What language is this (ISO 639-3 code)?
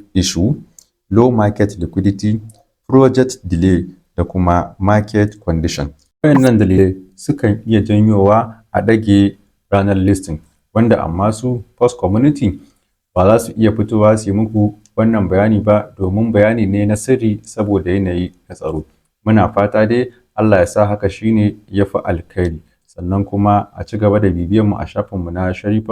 hau